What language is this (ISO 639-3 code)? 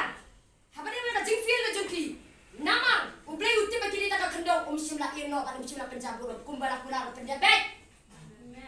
kha